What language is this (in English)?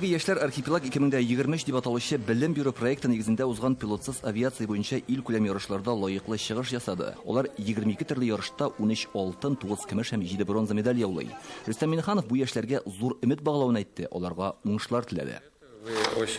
Tatar